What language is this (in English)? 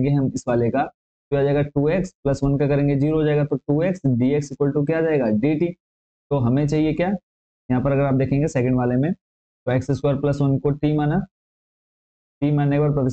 Hindi